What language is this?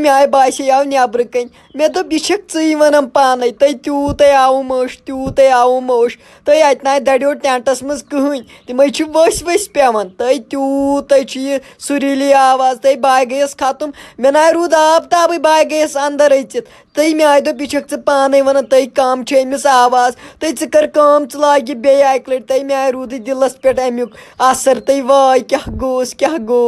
Kashmiri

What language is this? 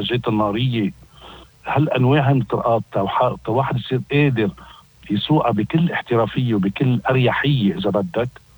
North Levantine Arabic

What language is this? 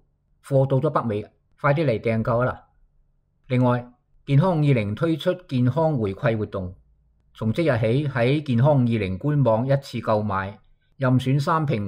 Cantonese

